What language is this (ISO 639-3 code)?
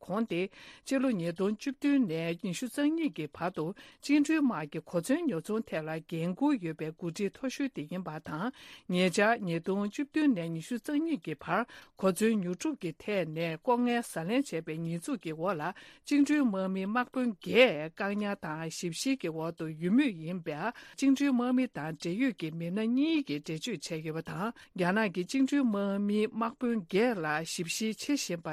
bod